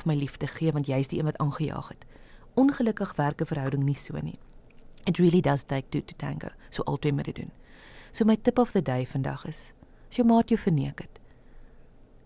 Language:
Afrikaans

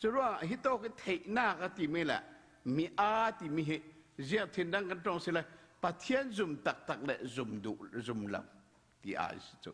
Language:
Falam Chin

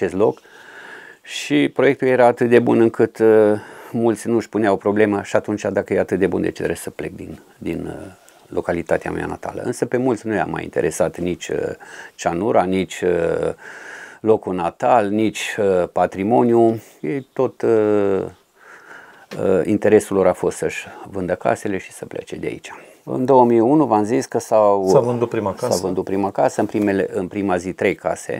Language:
Romanian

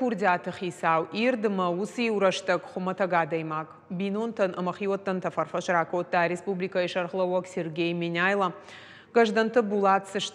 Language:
Ossetic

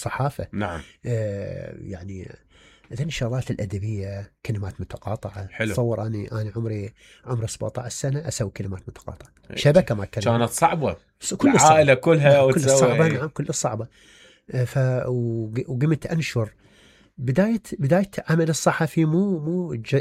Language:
Mesopotamian Arabic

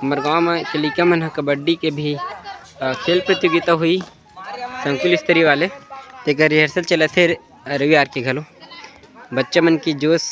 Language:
Chhattisgarhi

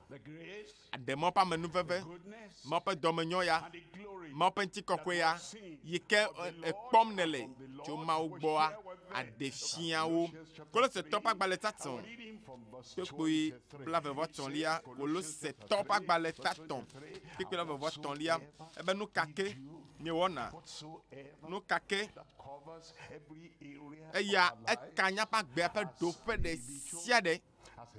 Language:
Ewe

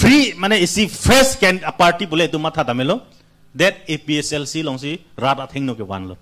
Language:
Karbi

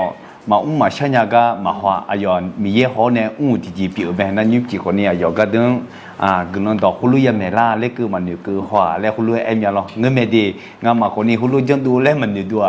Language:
Akha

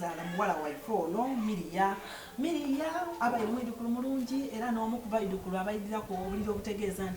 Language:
Ganda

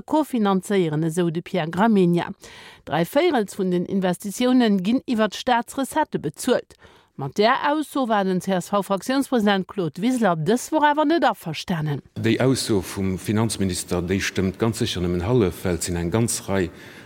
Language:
Luxembourgish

